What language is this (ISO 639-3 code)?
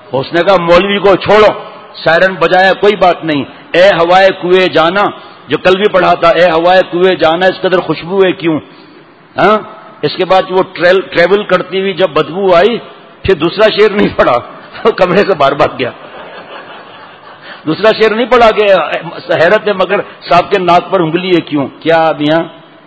urd